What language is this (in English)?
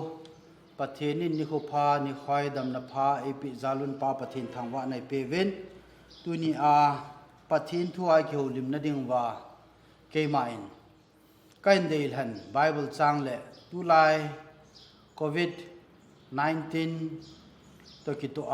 Thado Chin